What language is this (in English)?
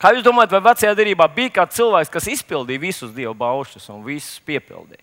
Latvian